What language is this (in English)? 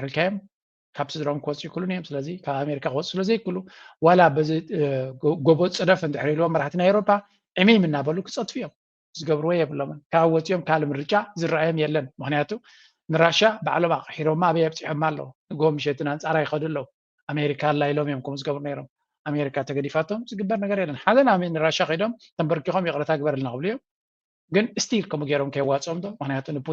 Tigrinya